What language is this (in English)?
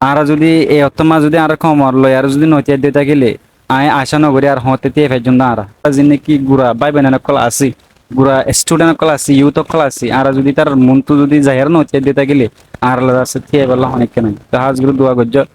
Rohingya